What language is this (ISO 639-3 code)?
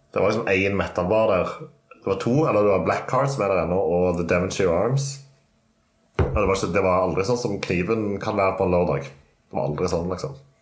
nor